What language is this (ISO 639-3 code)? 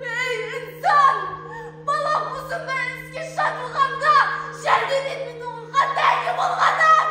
kaa